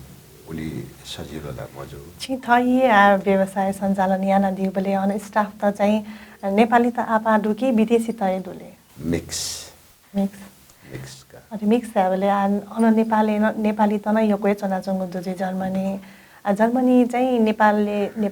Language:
Newari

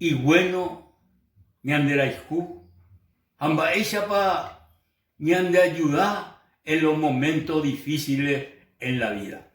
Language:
Guarani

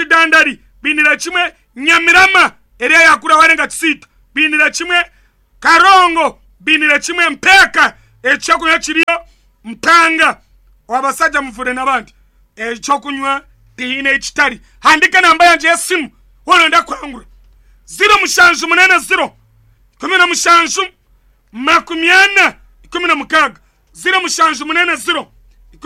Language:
Nyankole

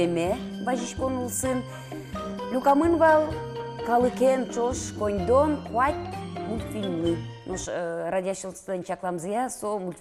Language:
Udmurt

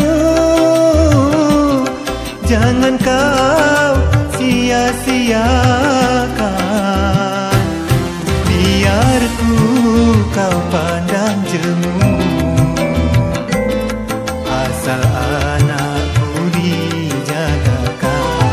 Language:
Malay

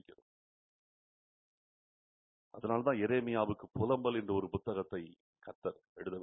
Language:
Tamil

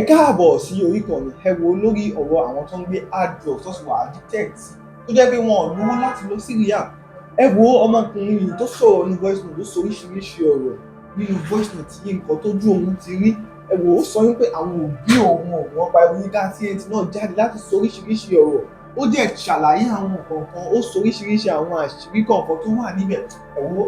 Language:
Yoruba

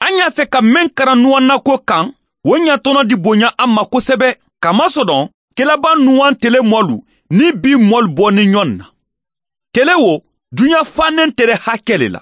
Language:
Mandingo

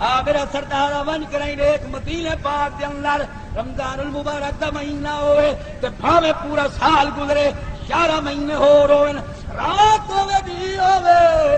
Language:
Saraiki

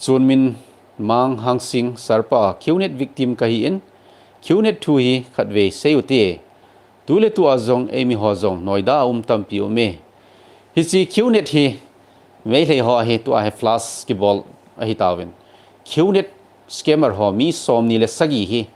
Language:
Thado Chin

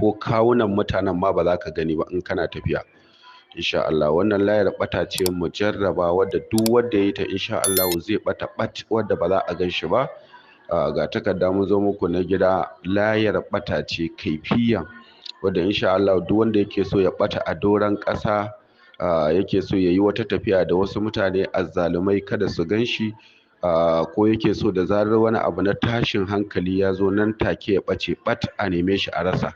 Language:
Hausa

